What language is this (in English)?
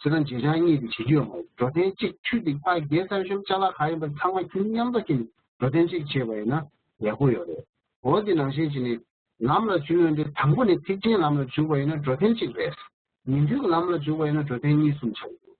Tibetan